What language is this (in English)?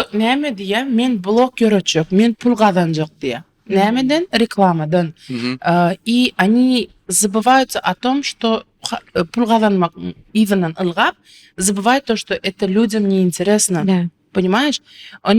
Turkmen